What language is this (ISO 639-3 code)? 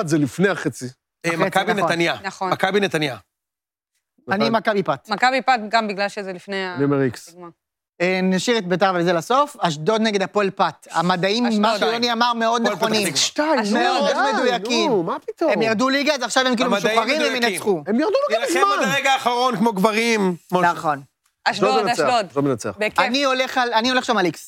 heb